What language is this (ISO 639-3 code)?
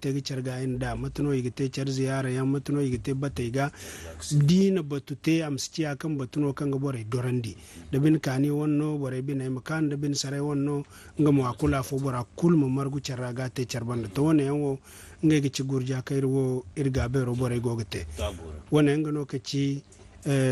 dje